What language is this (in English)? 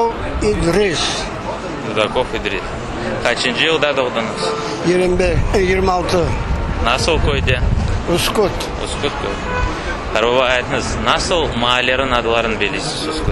Crimean Tatar